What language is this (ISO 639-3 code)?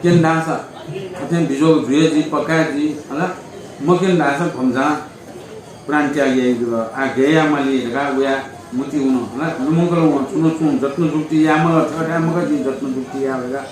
new